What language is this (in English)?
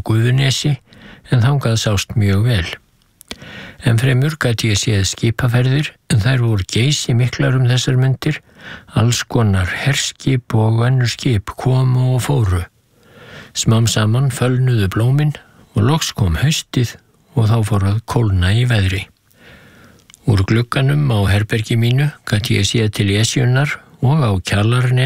Icelandic